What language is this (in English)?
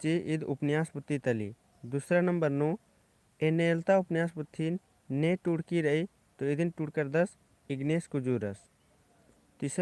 Kurukh